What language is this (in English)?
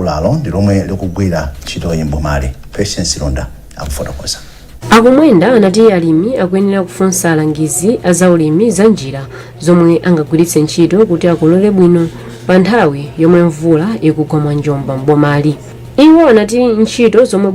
Nyanja